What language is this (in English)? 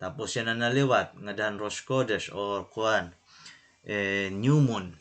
Waray